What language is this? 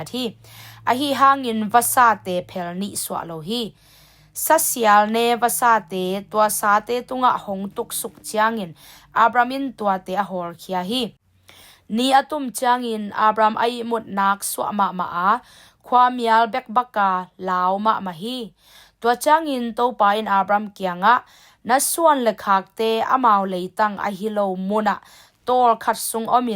Tedim Chin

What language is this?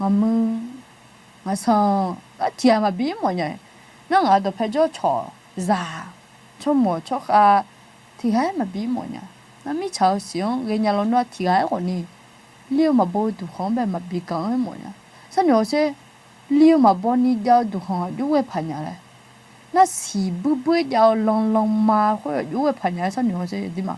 Akha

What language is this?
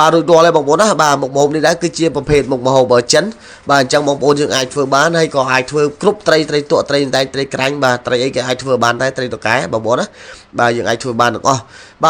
Khmer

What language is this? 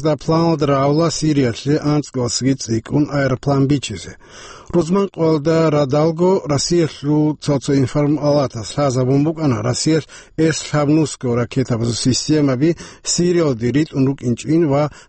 Avaric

